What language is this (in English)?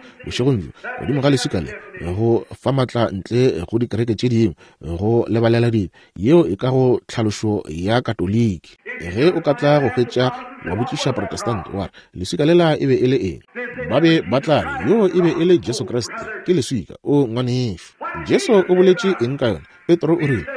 Northern Sotho